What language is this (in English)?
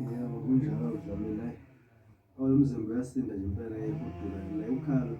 Zulu